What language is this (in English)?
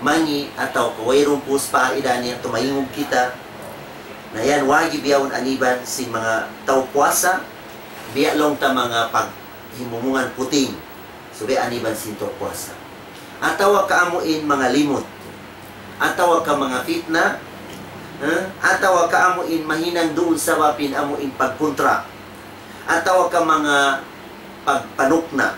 Tausug